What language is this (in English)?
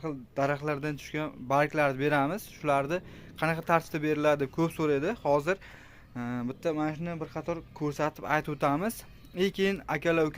Uzbek